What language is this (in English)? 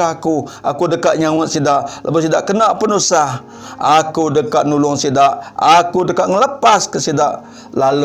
Iban